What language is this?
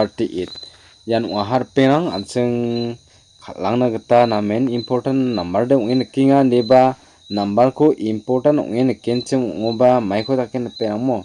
Garo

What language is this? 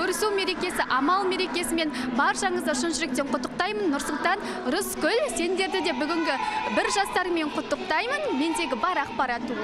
Kazakh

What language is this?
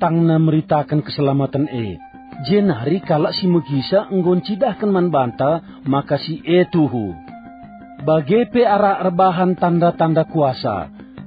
Batak Karo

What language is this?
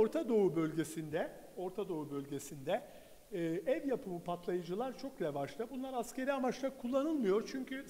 Turkish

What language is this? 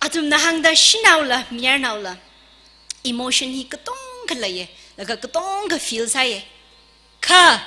Tangkhul Naga (India)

